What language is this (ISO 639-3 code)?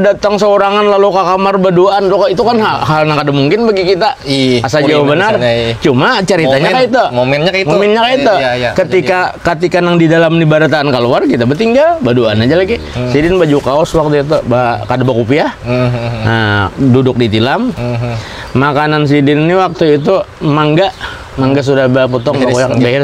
bjn